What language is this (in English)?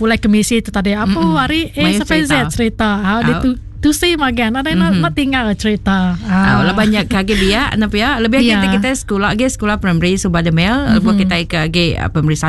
Iban